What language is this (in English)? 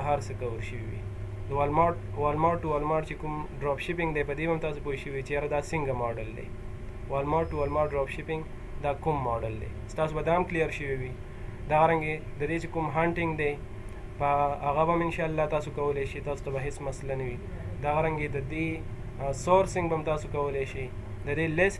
Pashto